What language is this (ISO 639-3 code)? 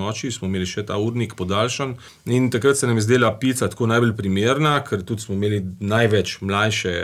slv